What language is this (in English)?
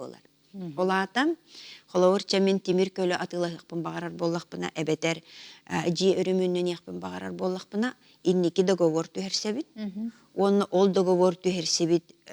Yakut